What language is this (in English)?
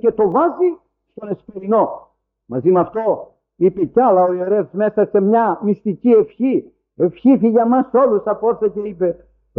Greek